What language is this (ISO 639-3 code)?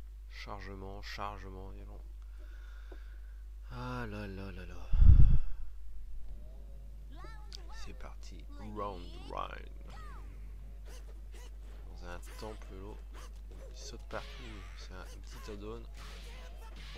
fra